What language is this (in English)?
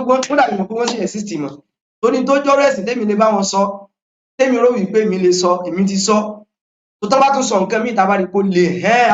Yoruba